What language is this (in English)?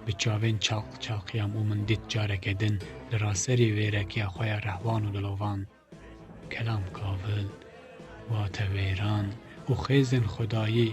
Kurdish